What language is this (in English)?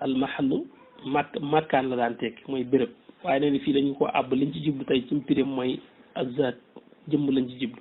Wolof